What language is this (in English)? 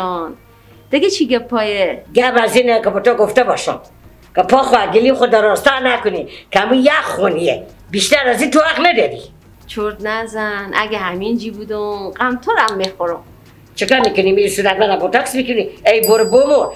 Persian